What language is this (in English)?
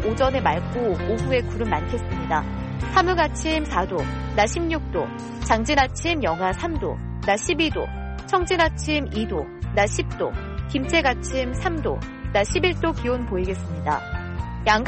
Korean